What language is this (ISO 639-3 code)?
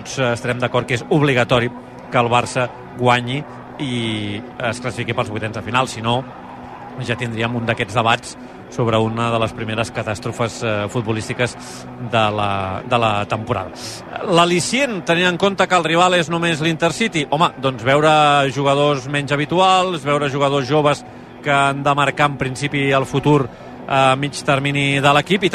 cat